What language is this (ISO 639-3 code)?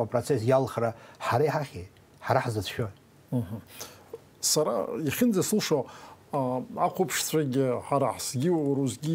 abk